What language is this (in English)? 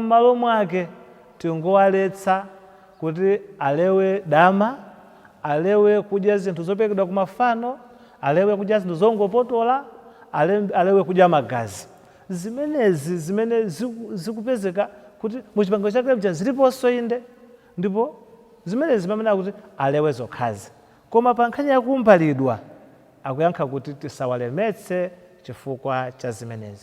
Nyanja